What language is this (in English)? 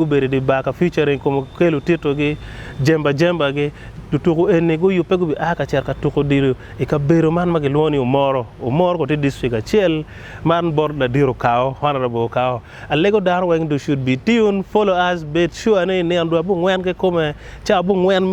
Acoli